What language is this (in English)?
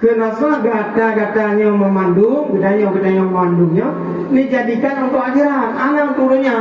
Achinese